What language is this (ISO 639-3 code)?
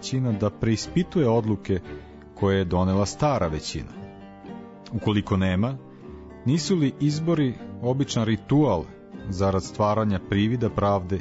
srp